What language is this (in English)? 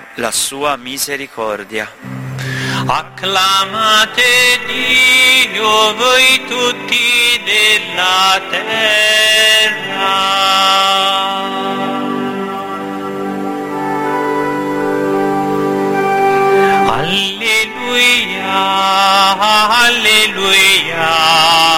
Italian